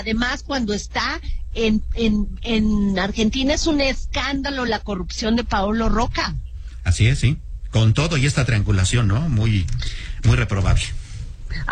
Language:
Spanish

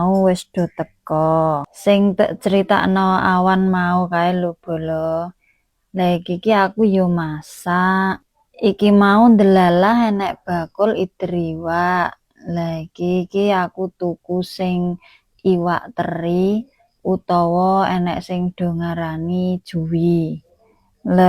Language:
Javanese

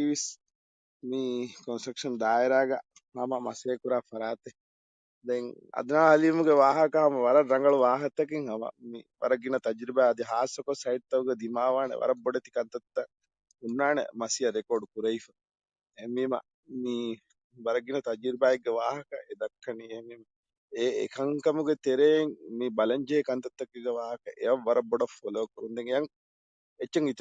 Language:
Divehi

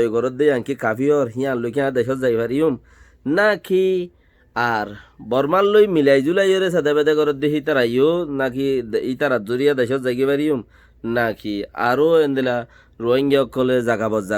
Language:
Rohingya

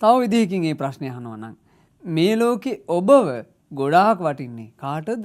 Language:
Sinhala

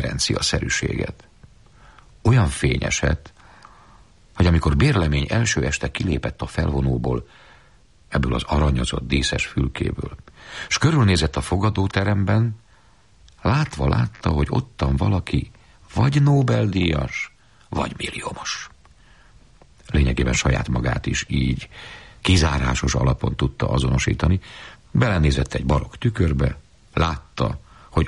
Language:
Hungarian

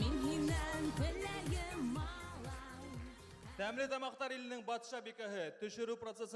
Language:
Bashkir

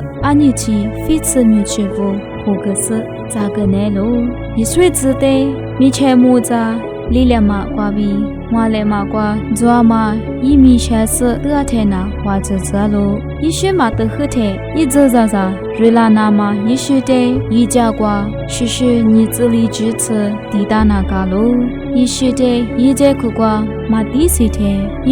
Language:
Lisu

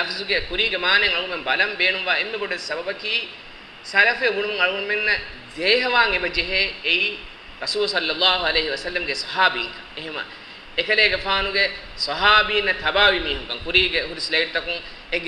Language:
Divehi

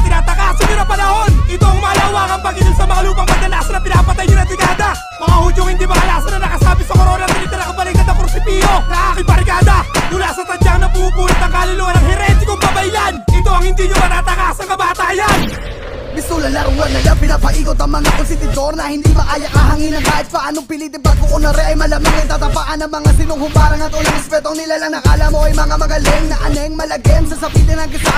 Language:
Filipino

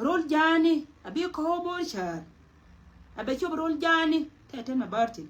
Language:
Nuer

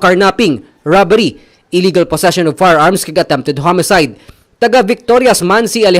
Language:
Hiligaynon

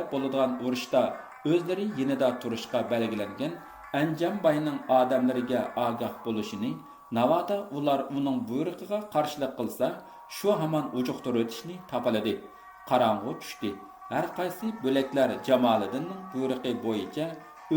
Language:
Uyghur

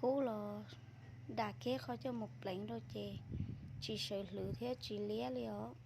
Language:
Hmong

